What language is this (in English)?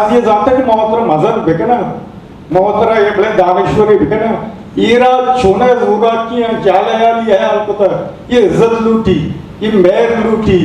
Eastern Balochi